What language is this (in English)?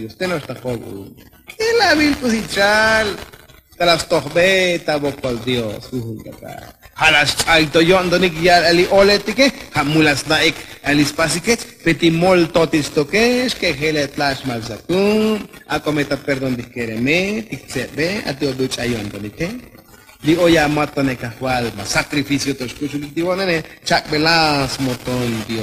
Tzotzil